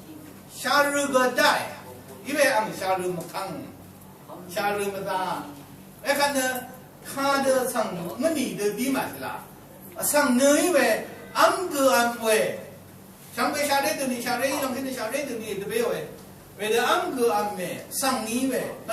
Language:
Rawang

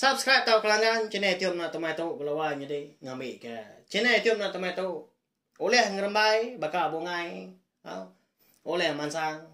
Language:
Iban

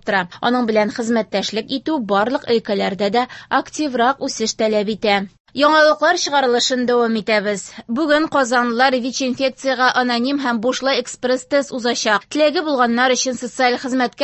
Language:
Tatar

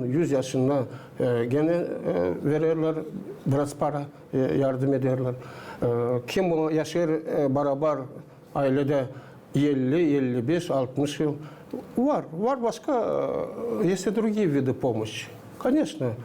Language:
Gagauz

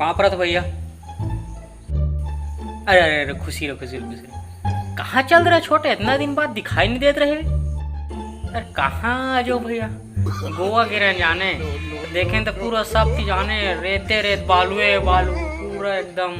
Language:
Chhattisgarhi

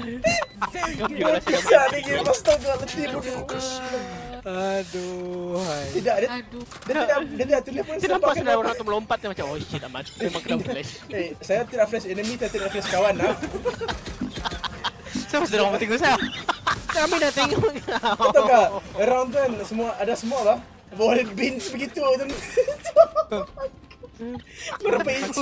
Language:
Malay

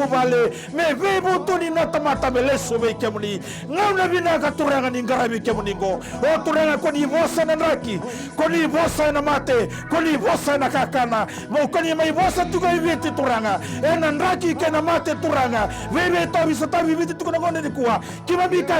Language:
Fijian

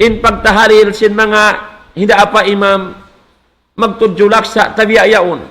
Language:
Tausug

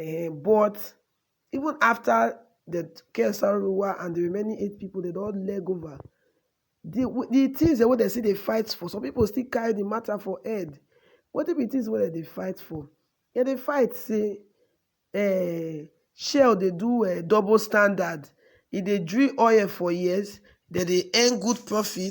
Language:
Nigerian Pidgin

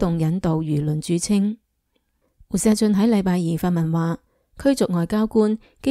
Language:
Cantonese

